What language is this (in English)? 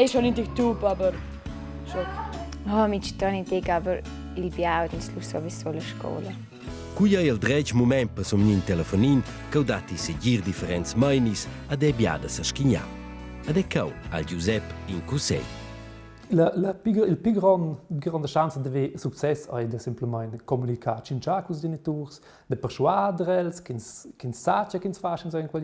Romansh